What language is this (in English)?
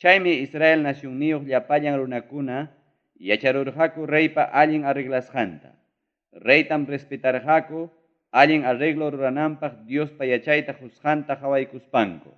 Ayacucho Quechua